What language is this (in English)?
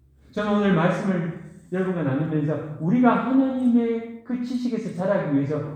Korean